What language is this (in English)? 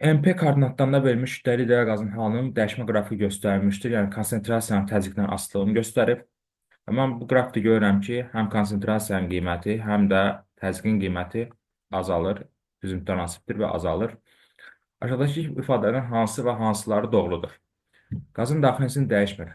Azerbaijani